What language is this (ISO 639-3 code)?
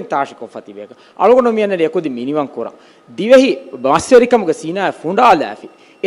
div